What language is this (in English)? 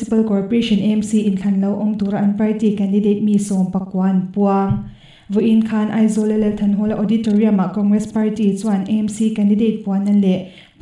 Mizo